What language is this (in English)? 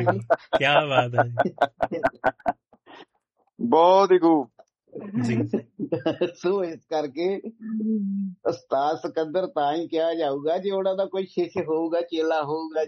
Punjabi